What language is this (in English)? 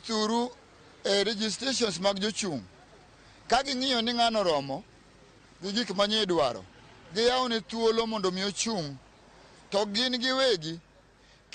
Luo (Kenya and Tanzania)